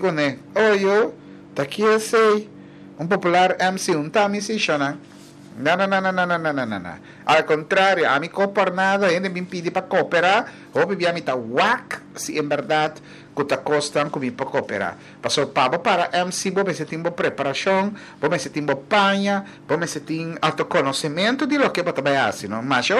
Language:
Papiamento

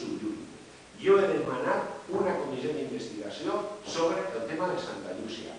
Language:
Catalan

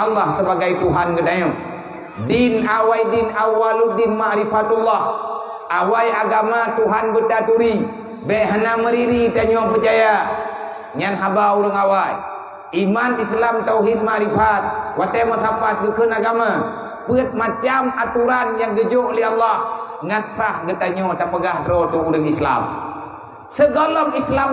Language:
Achinese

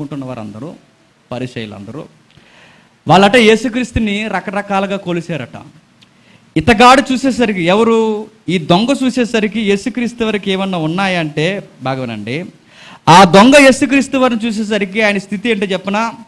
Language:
Telugu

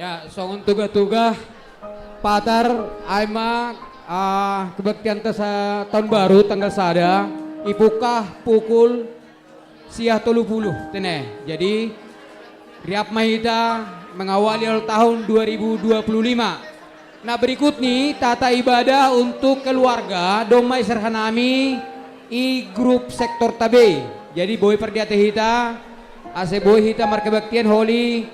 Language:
Batak Simalungun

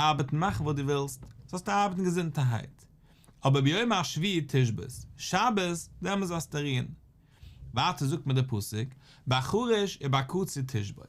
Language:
Yiddish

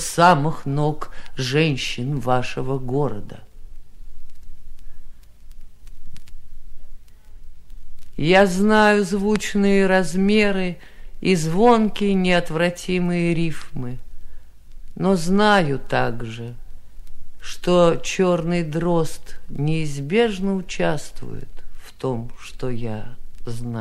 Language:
Russian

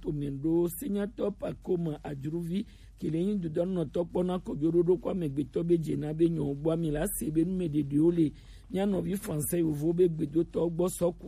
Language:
Gen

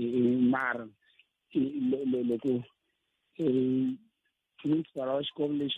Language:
Tsonga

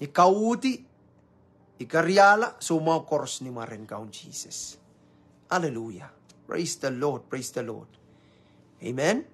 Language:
Pohnpeian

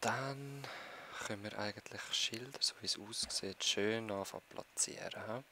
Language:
Swiss German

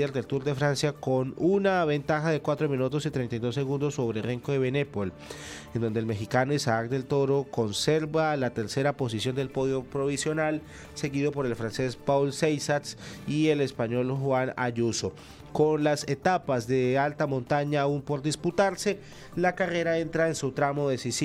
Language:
Spanish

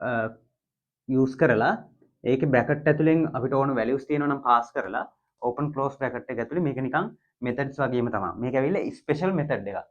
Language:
Sinhala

